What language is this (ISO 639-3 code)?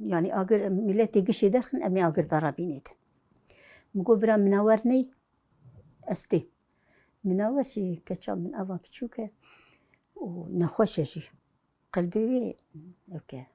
kur